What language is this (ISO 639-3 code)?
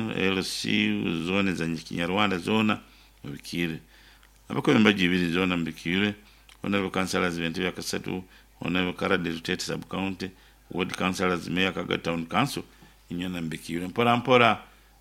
nyn